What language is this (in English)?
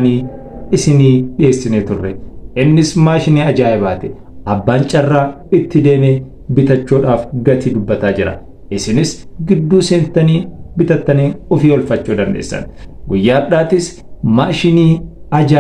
Oromo